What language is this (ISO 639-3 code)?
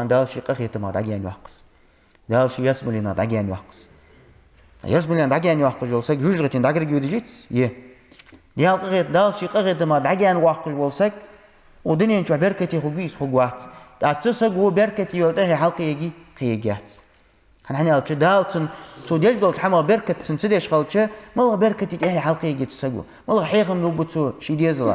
inh